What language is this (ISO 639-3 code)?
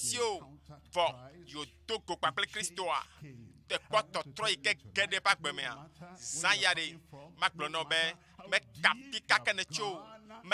ewe